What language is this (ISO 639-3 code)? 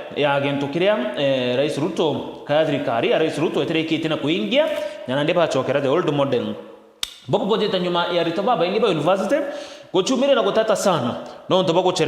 mer